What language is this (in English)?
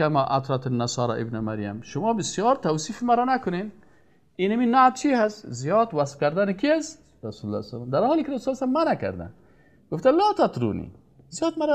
Persian